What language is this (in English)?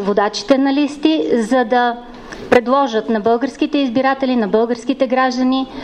Bulgarian